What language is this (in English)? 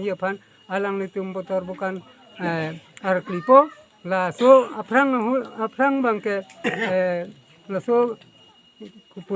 Karbi